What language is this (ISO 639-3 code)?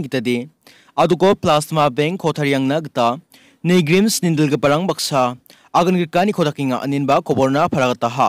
grt